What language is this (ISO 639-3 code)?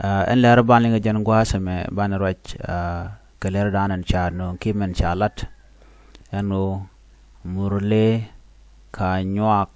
nus